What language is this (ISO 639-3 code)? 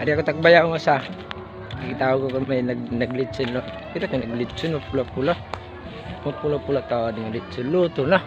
war